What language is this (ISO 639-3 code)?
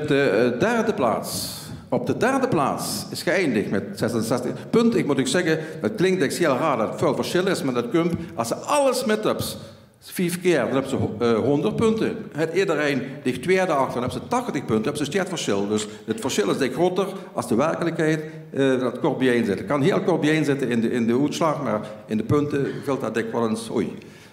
lim